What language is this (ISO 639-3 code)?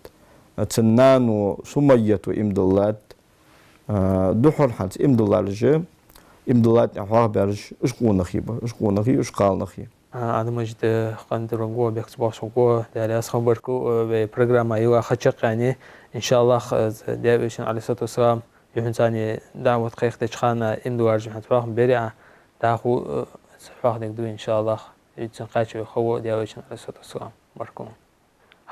inh